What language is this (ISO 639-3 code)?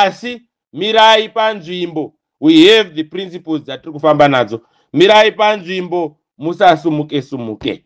sna